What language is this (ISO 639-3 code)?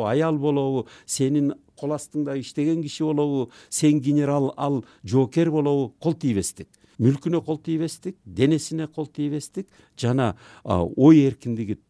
kir